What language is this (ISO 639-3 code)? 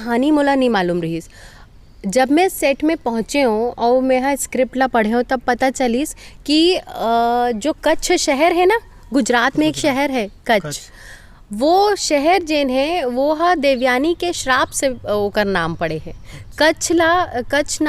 hne